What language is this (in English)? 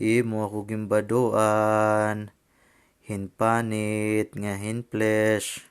Waray